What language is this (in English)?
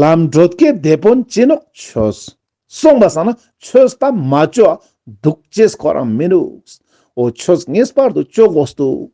Ladakhi